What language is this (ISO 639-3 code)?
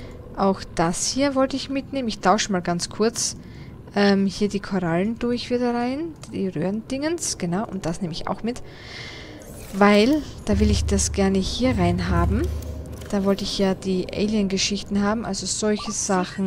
deu